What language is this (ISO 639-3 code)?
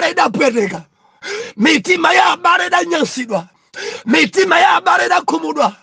nya